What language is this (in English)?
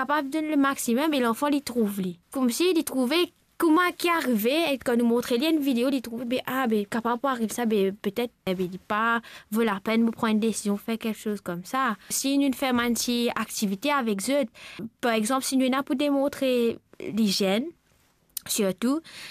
Morisyen